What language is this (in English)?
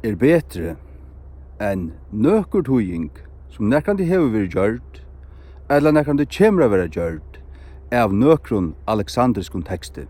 Faroese